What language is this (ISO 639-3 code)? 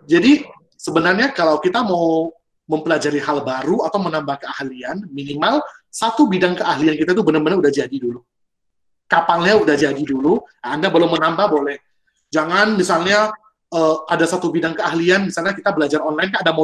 ind